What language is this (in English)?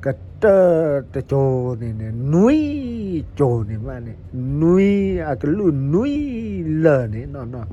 S'gaw Karen